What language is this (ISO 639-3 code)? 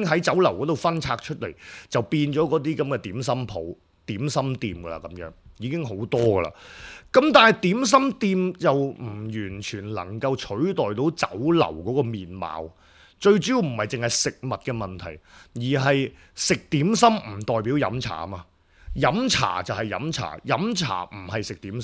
yue